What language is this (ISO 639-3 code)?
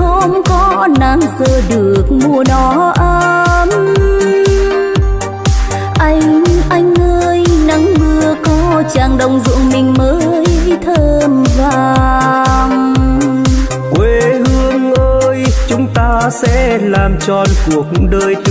vie